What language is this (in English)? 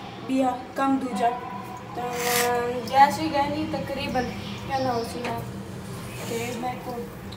Saraiki